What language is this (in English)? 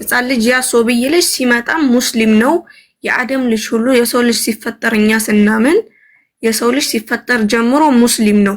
Amharic